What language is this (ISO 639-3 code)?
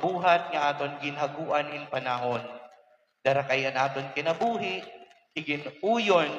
war